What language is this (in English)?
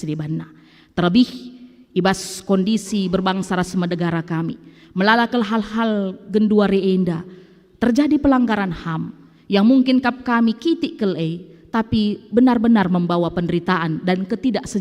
Batak Karo